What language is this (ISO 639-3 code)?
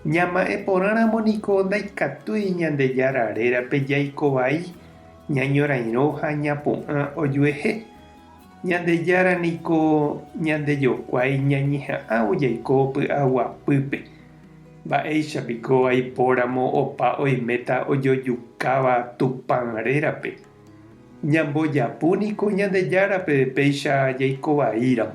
grn